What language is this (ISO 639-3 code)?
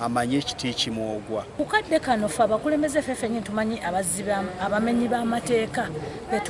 lug